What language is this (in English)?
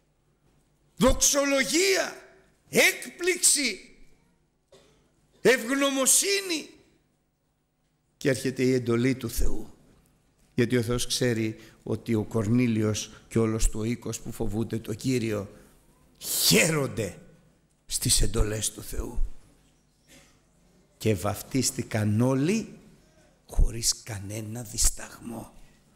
Greek